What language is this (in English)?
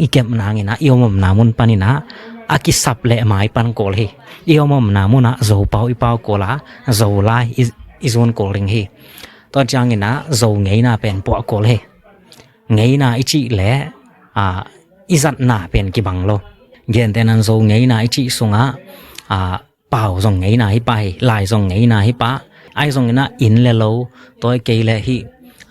Tedim Chin